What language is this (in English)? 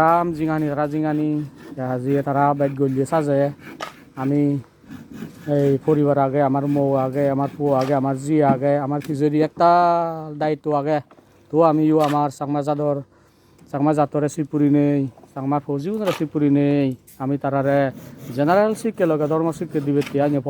Chakma